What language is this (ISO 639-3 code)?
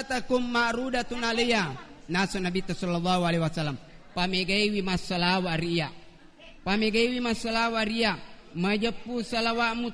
bug